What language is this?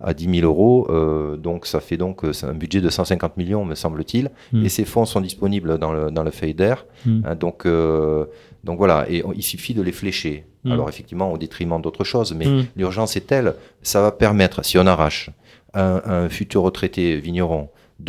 French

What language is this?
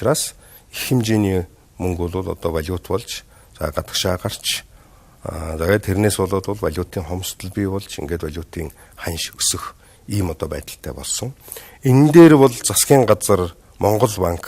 Mongolian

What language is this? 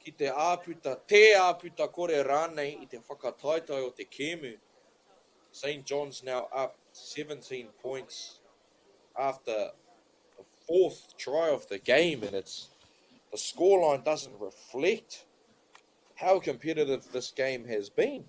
Māori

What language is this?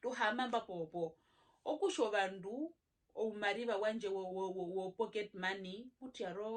Herero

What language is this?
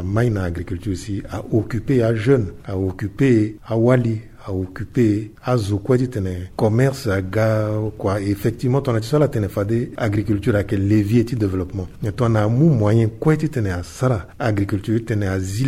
Sango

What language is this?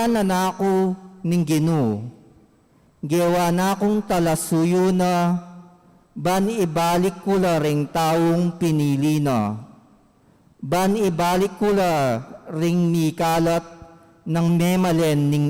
Pampanga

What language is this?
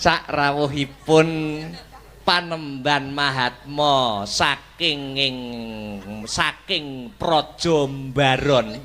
Javanese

